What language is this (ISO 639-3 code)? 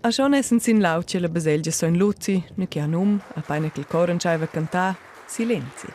roh